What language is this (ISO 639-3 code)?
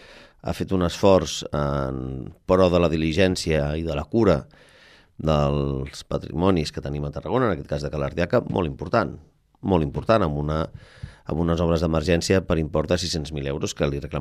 cat